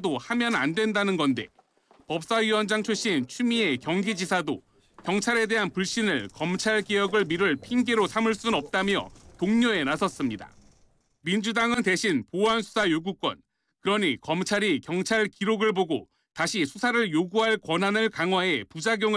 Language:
Korean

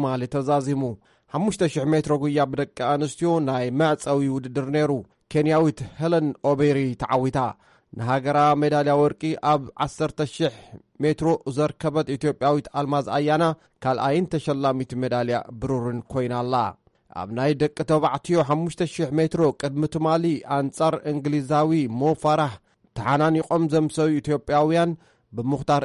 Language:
Tigrinya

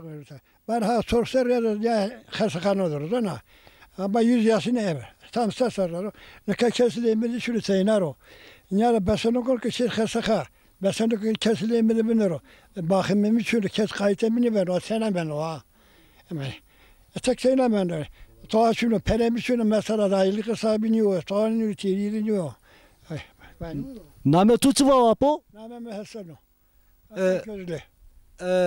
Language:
Zaza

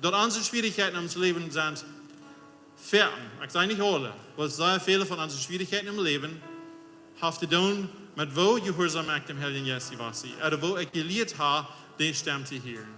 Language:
Plautdietsch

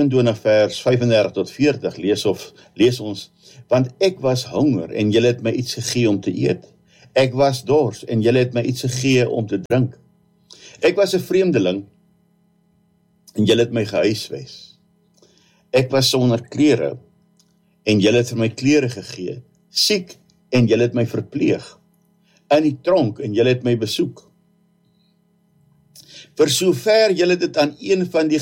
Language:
Afrikaans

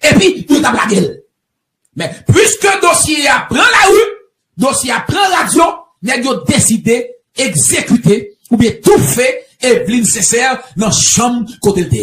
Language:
Haitian Creole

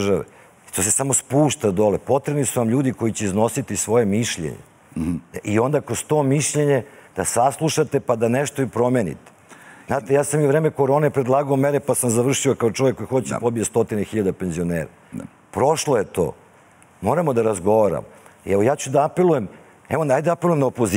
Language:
Serbian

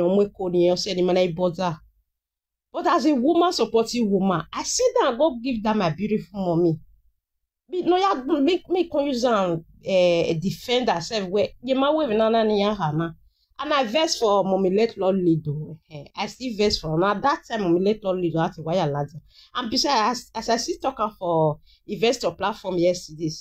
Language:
Nigerian Pidgin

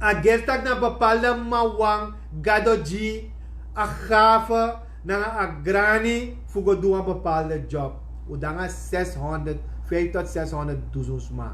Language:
Sranan Tongo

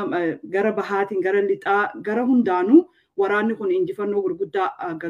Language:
Oromo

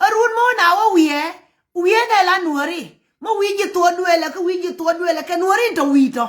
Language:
Nuer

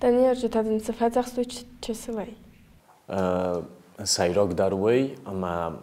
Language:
Ossetic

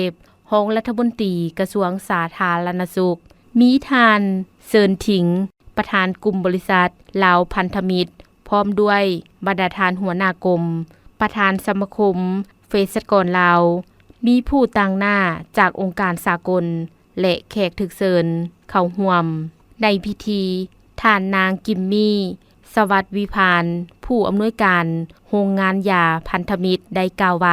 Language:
Lao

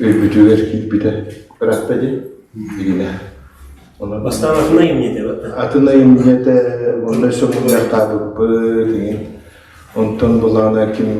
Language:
Yakut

